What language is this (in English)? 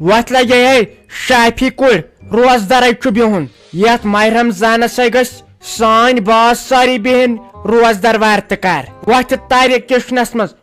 Kashmiri